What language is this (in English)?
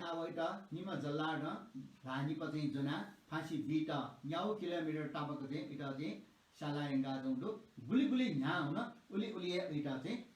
Newari